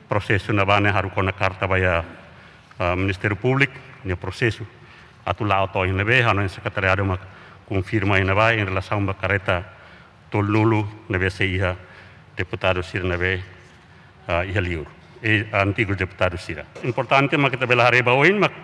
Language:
Tetum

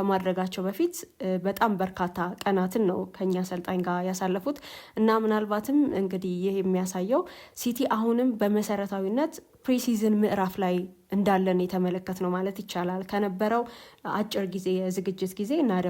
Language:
Amharic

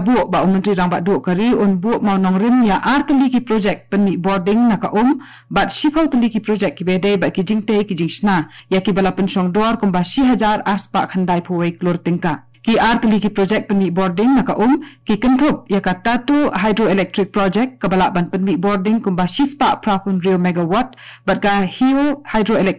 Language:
Khasi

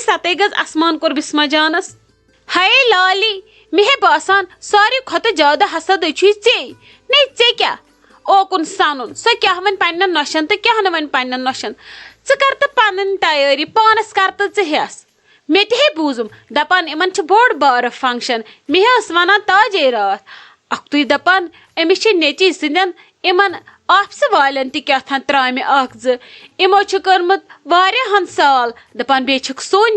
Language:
Kashmiri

